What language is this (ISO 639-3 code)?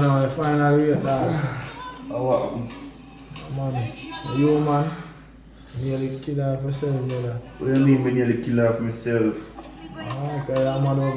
jam